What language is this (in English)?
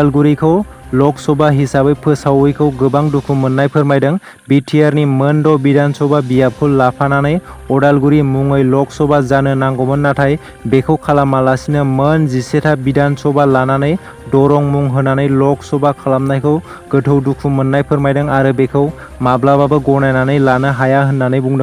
Bodo